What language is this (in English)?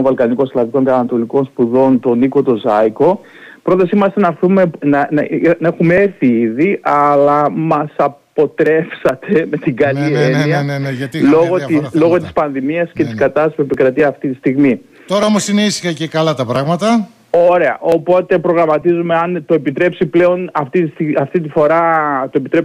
Greek